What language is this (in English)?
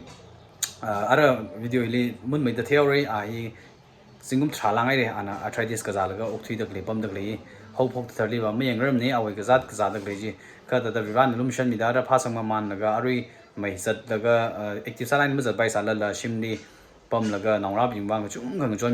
Tangkhul Naga (India)